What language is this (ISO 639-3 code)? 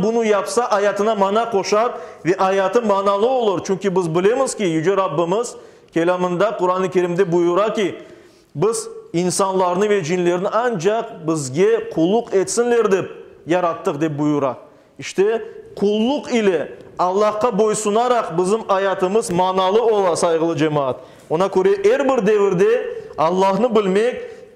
crh